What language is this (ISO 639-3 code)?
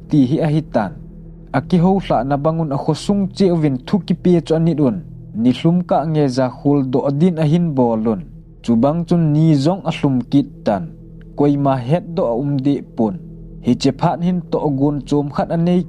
tcz